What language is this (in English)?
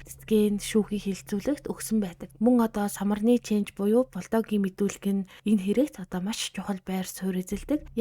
Mongolian